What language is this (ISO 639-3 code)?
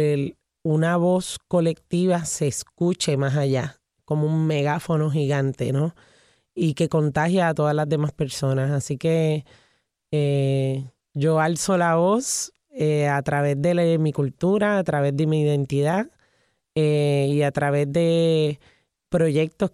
spa